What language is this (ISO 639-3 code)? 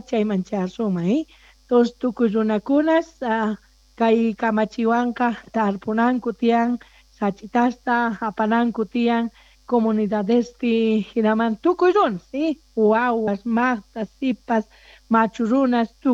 quh